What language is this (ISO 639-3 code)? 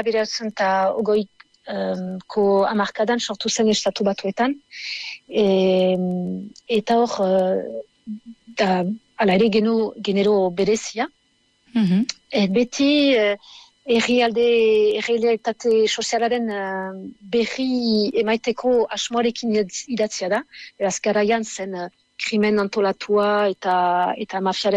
eus